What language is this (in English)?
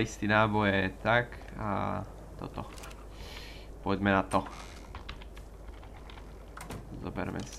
Slovak